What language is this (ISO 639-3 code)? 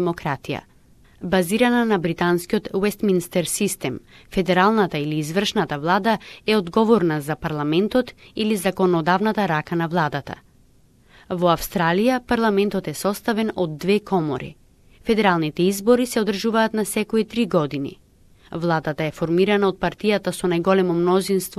mkd